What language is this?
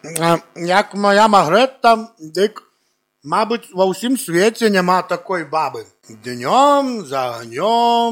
Belarusian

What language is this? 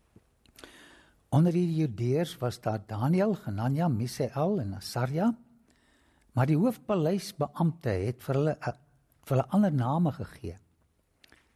Afrikaans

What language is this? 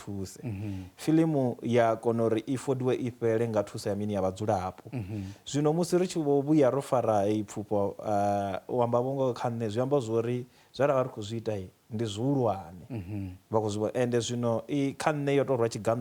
Venda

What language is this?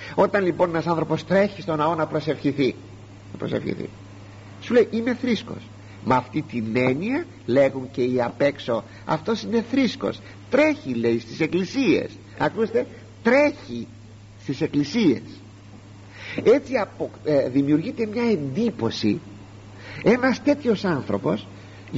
Greek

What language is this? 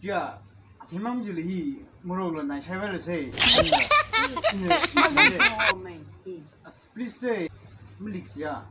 Tangkhul Naga (India)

